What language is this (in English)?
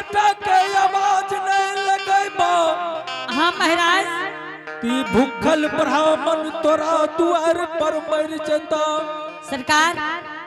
Angika